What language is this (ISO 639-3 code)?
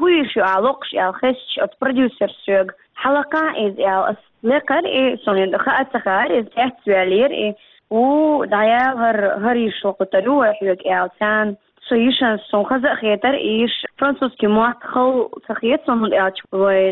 che